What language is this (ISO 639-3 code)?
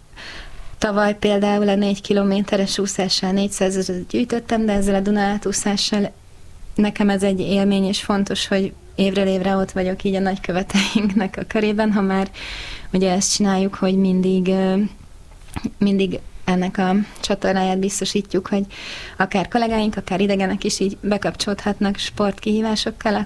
hun